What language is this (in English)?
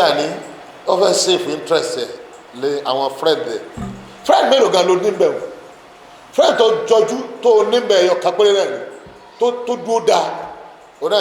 Yoruba